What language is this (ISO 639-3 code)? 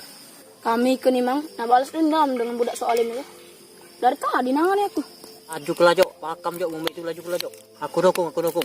mui